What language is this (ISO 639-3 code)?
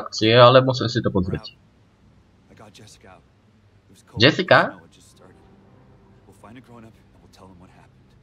slk